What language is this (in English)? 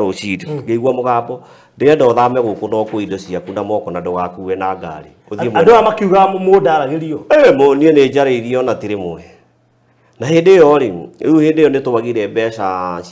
Kikuyu